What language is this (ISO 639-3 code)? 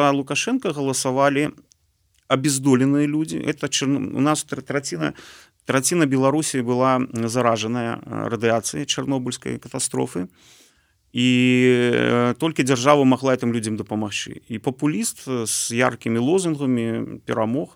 bel